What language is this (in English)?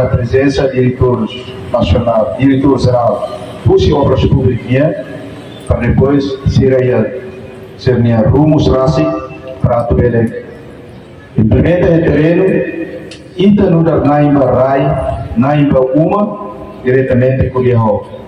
Tetum